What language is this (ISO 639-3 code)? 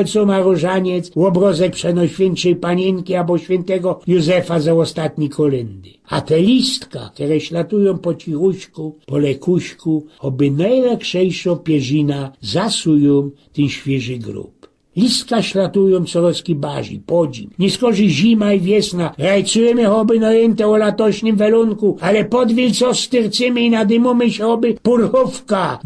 szl